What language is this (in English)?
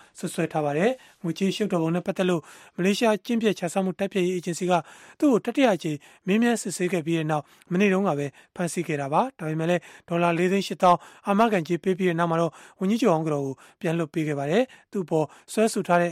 Burmese